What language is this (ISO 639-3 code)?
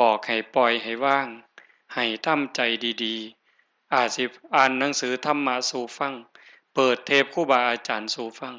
tts